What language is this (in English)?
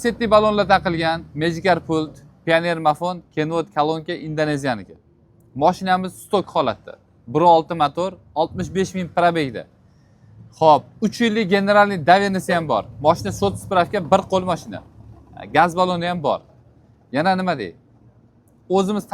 Uzbek